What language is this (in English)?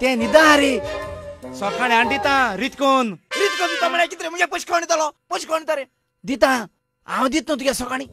Konkani